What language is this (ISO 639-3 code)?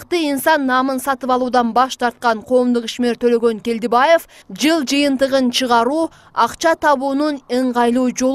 kir